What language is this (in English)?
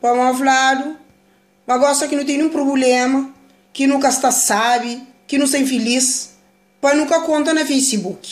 Kabuverdianu